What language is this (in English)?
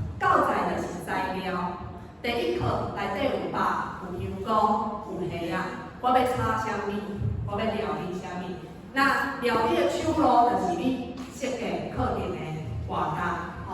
Min Nan Chinese